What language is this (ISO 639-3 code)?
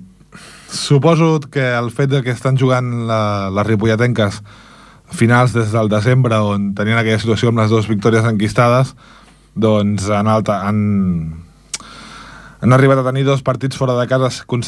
cat